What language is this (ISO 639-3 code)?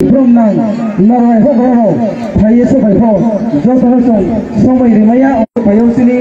trp